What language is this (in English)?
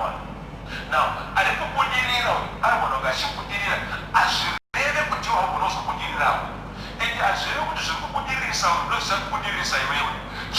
Shona